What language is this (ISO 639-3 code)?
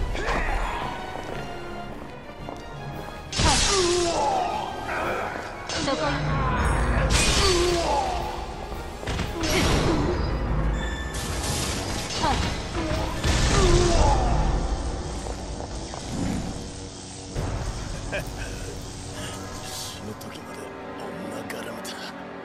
jpn